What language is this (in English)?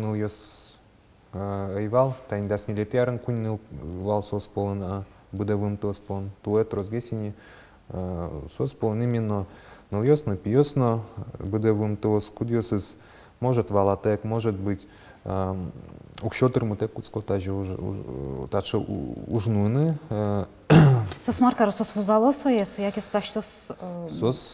Udmurt